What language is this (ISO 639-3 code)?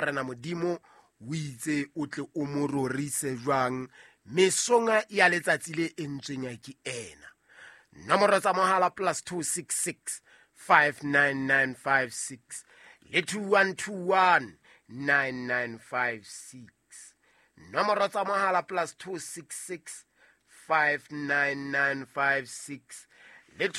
sot